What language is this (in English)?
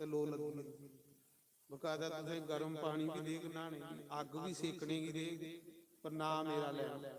Dogri